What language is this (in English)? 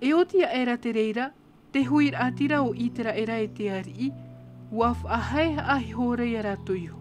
Tahitian